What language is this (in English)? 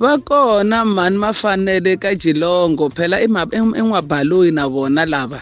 Tsonga